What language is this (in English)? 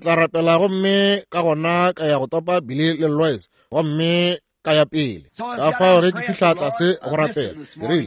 Northern Sotho